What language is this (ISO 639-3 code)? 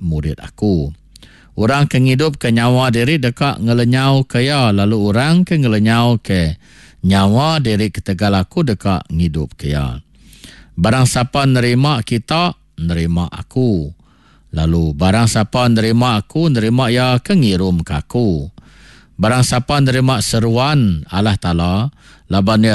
iba